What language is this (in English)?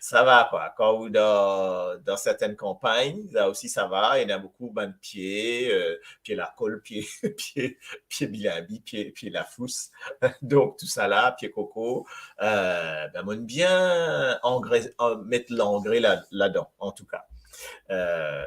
Morisyen